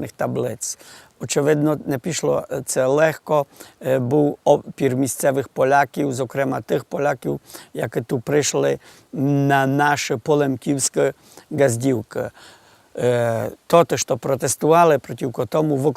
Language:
Rusyn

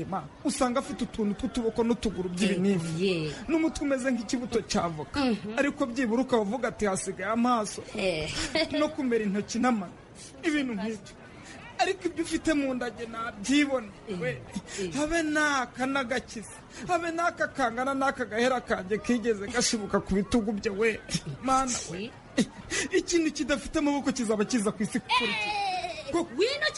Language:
Kinyarwanda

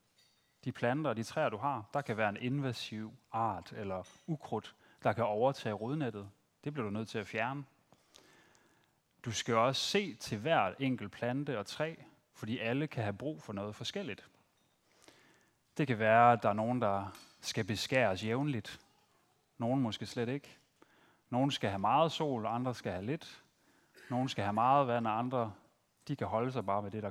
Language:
Danish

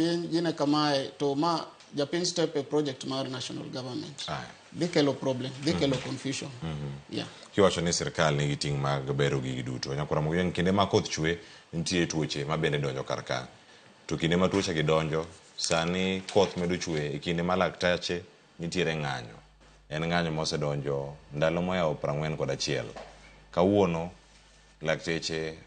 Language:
Luo (Kenya and Tanzania)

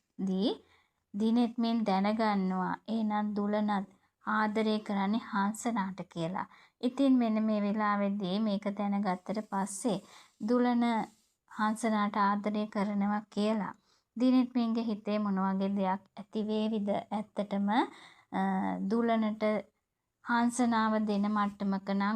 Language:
Sinhala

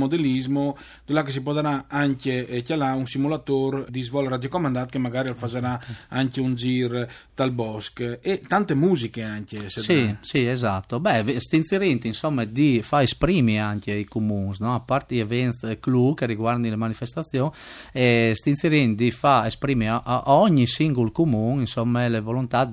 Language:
Friulian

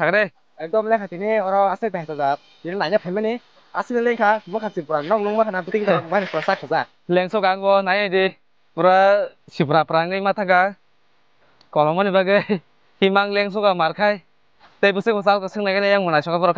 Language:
Kok Borok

